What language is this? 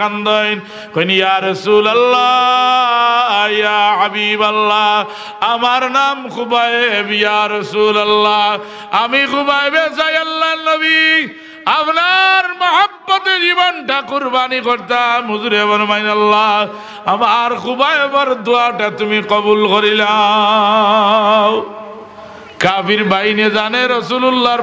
Sylheti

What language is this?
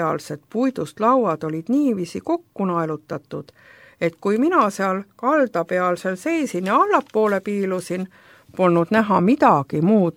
Estonian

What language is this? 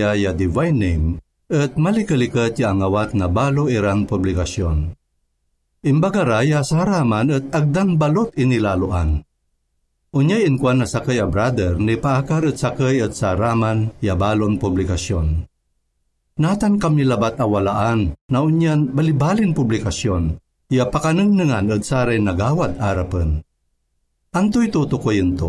Pangasinan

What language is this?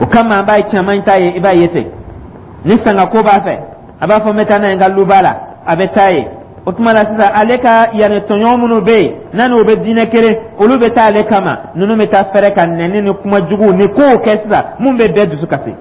Dyula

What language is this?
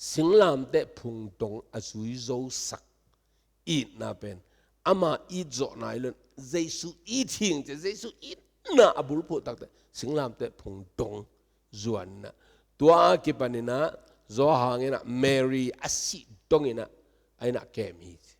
Tedim Chin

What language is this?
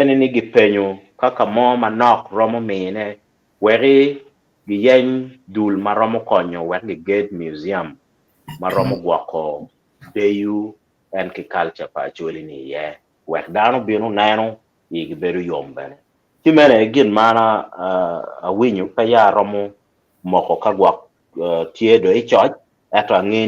Acoli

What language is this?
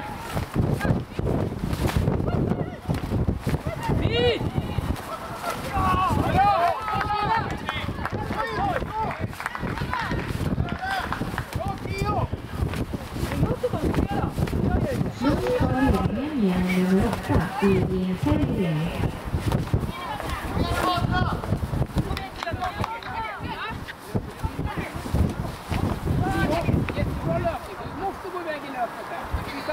Swedish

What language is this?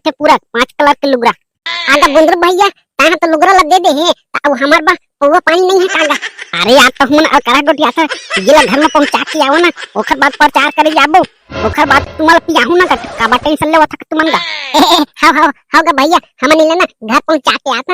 Chhattisgarhi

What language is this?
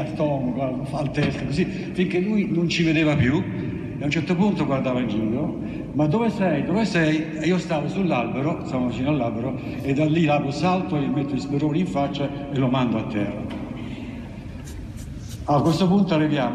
Italian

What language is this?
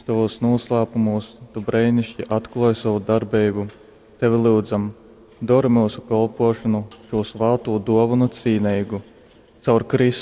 Latgalian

